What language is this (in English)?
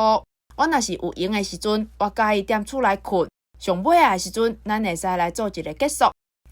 Min Nan Chinese